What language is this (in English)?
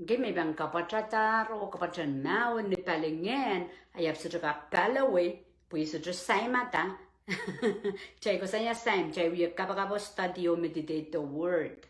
Pohnpeian